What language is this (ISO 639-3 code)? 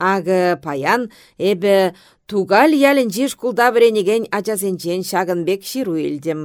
chv